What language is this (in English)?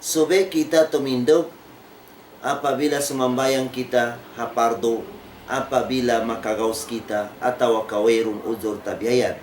Tausug